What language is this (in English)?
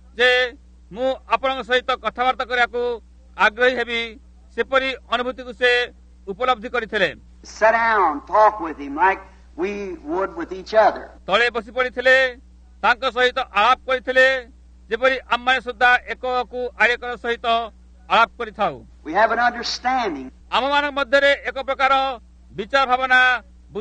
Odia